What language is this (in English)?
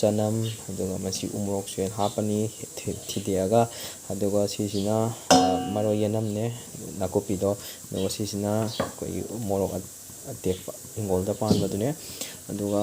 Manipuri